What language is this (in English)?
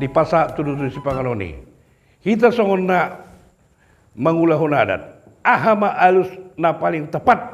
Batak Toba